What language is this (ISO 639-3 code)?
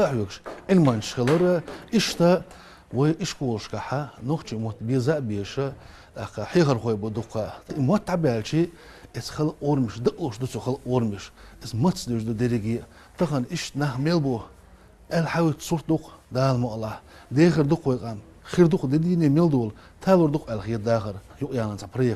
che